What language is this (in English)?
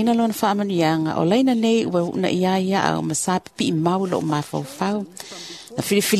Samoan